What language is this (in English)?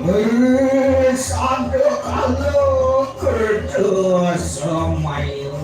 Balinese